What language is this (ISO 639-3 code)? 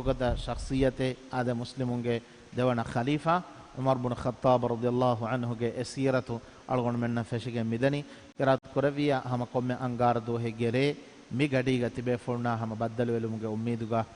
div